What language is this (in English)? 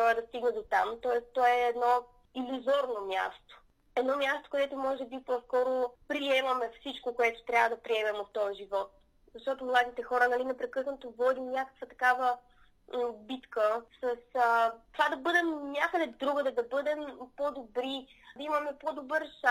Bulgarian